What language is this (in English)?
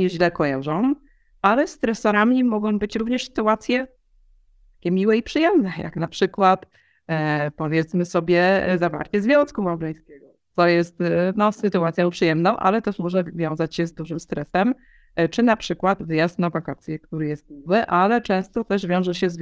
Polish